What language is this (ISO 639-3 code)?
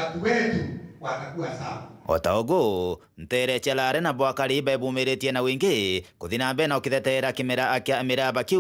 mer